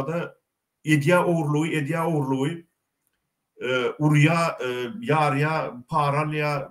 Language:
Turkmen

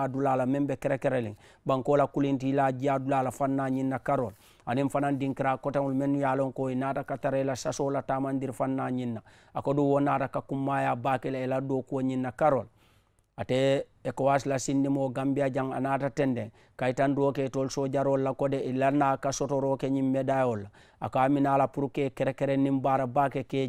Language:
Mandingo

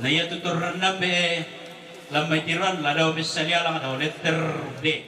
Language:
Toraja-Sa'dan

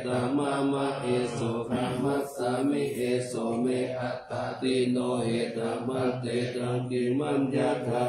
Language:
Pali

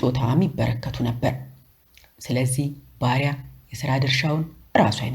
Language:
Amharic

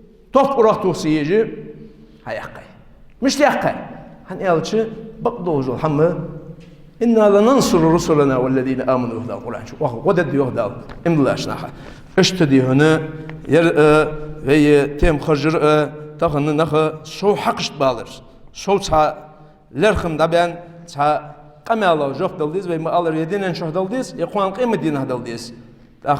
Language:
Ingush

